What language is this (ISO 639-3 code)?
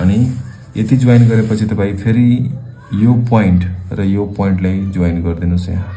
nep